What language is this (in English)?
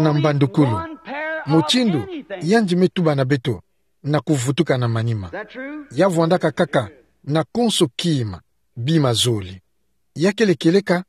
Kituba (Democratic Republic of Congo)